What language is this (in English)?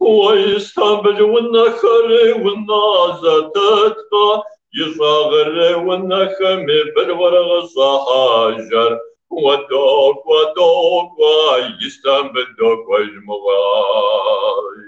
Kabardian